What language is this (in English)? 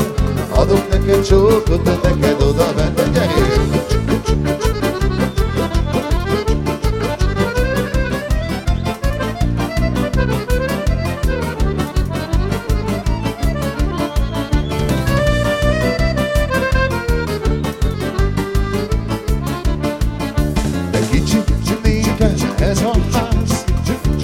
Hungarian